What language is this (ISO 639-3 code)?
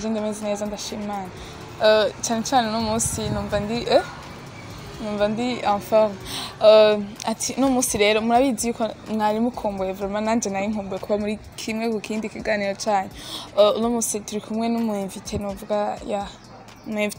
run